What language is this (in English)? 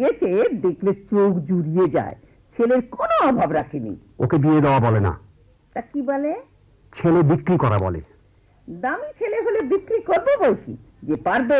Bangla